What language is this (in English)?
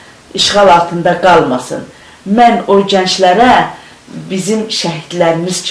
Azerbaijani